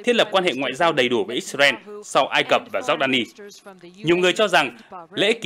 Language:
Vietnamese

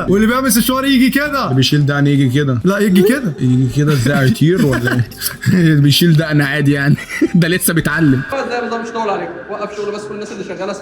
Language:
Egyptian Arabic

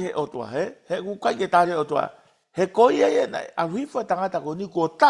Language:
Tongan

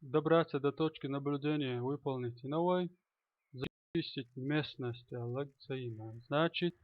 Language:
Chechen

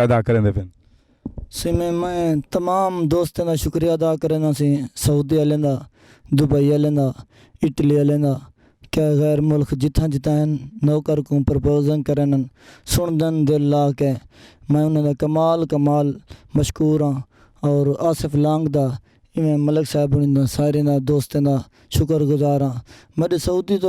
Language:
Saraiki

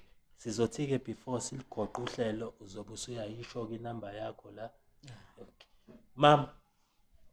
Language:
Zulu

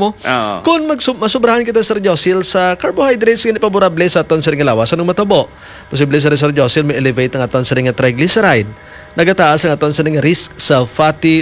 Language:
Hiligaynon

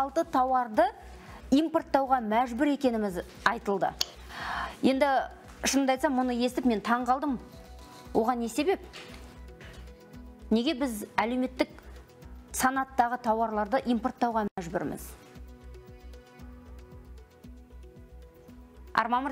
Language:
Kazakh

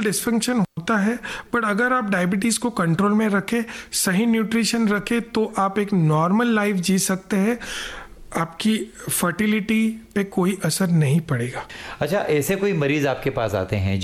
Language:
Hindi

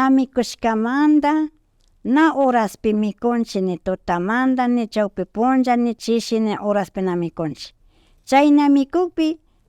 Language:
Imbabura Highland Quichua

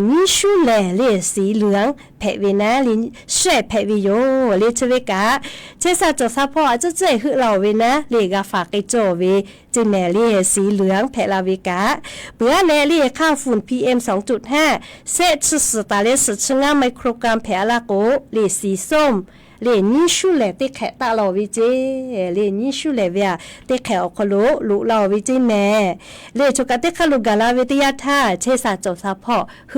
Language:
Lahu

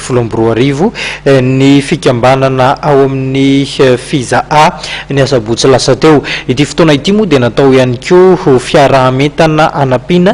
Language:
Malagasy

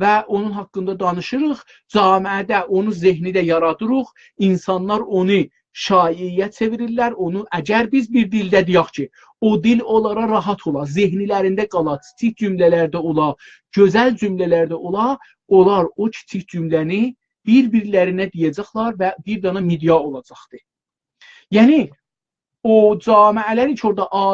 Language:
South Azerbaijani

